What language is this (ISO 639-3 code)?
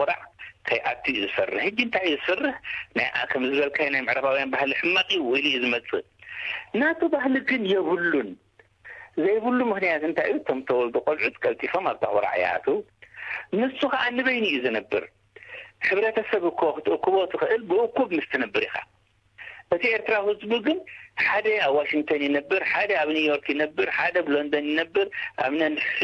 tir